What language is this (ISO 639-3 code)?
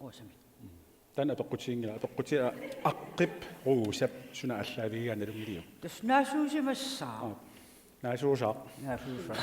kal